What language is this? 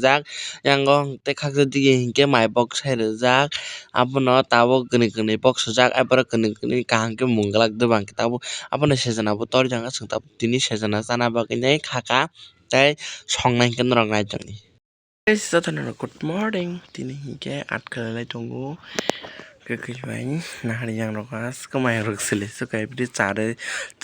Kok Borok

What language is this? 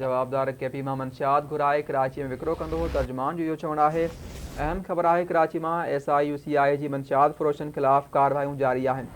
Sindhi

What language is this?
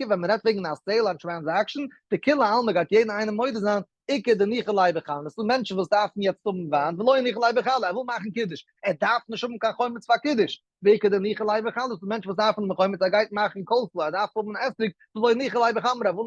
Yiddish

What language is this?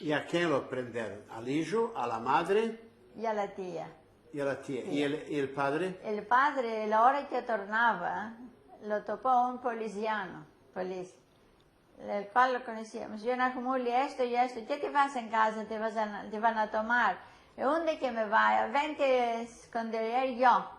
Ladino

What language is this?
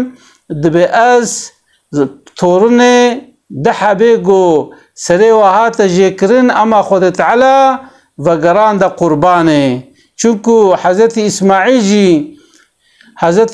Kurdish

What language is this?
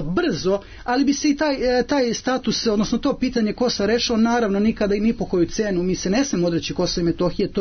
Serbian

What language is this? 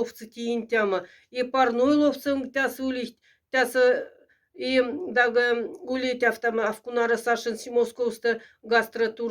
Moksha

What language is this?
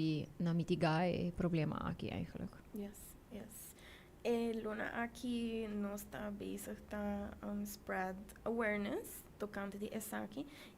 Papiamento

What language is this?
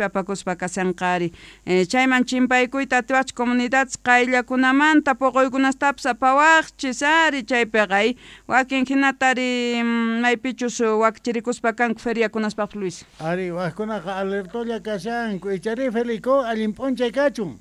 South Bolivian Quechua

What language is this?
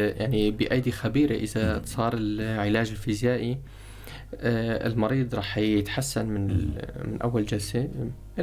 North Levantine Arabic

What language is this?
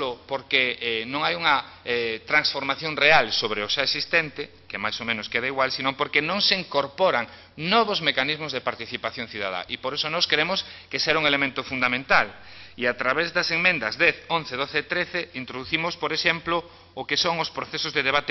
Galician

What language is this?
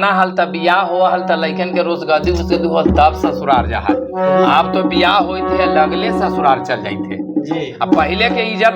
Magahi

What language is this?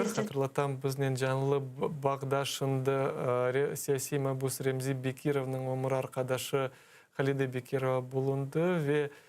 Crimean Tatar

